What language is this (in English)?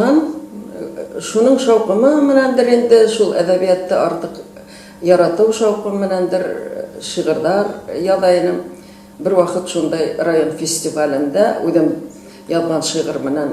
Bashkir